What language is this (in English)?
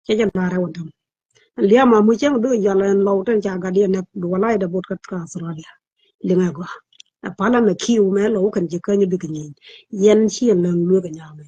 Nuer